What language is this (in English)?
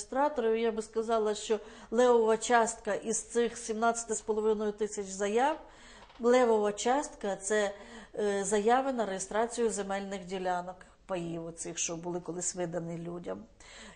Ukrainian